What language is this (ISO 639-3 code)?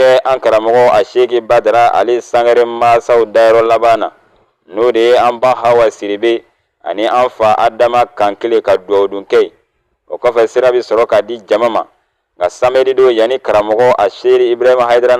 bam